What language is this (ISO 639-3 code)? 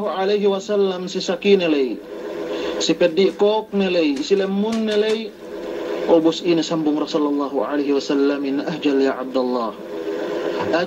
yka